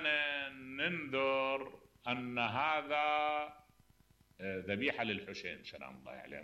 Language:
Mesopotamian Arabic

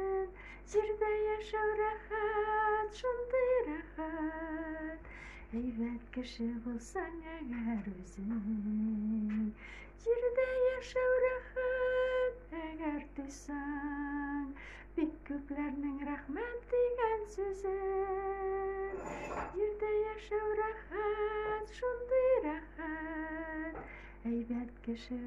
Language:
Tatar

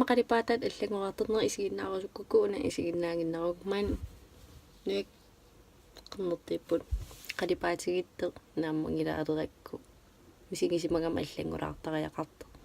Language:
Kalaallisut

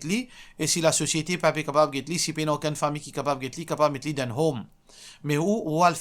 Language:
Morisyen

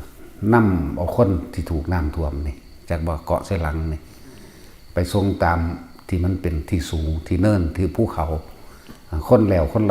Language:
Northeastern Thai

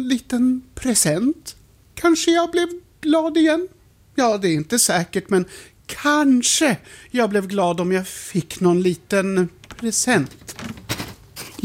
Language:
Swedish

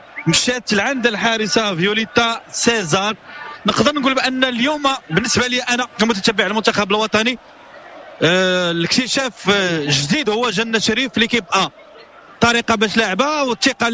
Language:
Moroccan Arabic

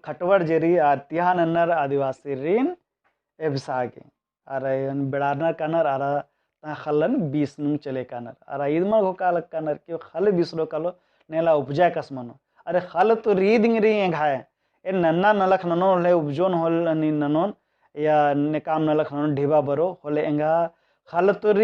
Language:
Kurukh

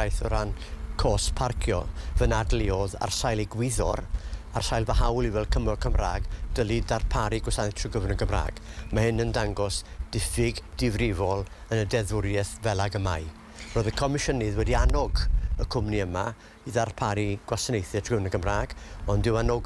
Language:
Welsh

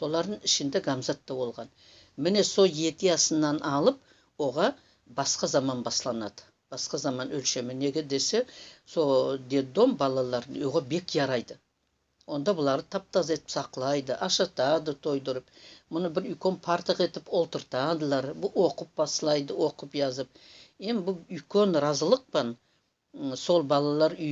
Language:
Nogai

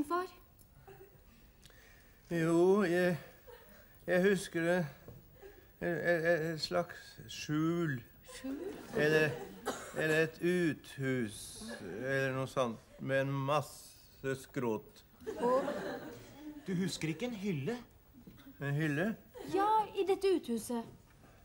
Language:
Norwegian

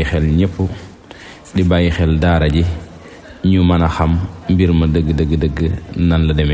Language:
Wolof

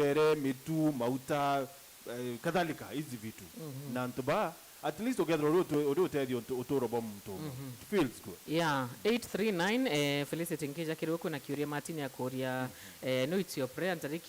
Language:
Meru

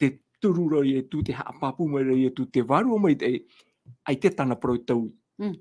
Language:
Tahitian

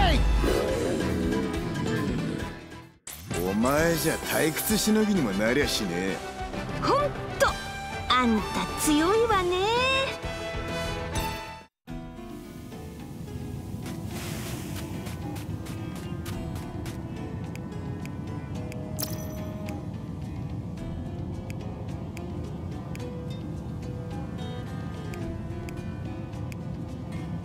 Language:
Japanese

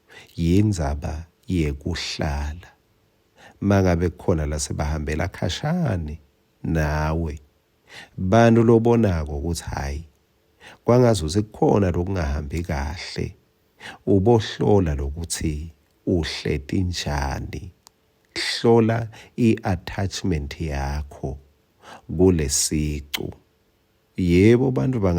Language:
Swati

